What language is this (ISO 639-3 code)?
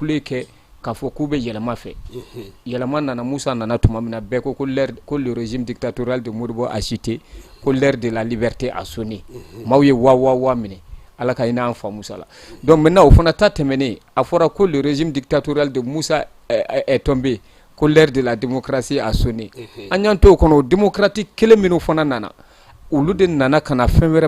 bam